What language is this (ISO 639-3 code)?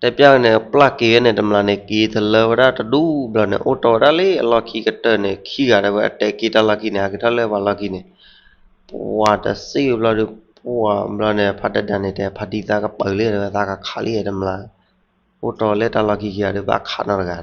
ksw